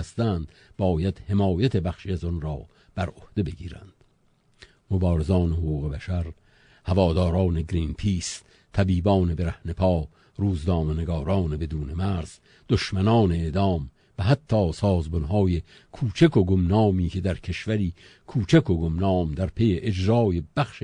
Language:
Persian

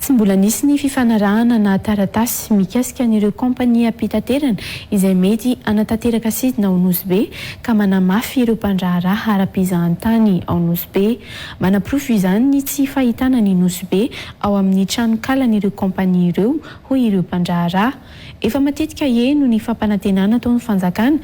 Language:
Malagasy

